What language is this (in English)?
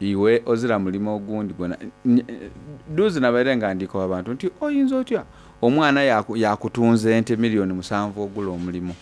Soga